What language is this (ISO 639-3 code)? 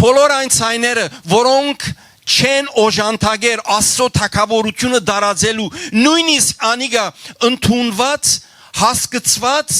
hyw